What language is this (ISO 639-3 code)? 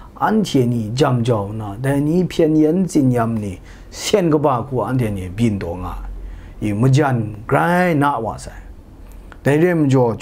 kac